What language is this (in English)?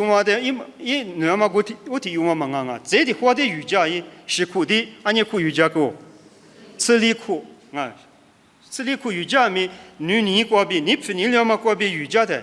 Lisu